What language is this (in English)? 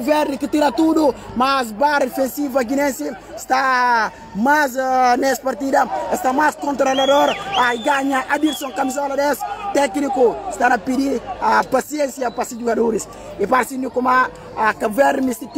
Portuguese